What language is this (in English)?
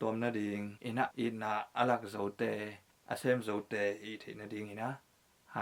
Tedim Chin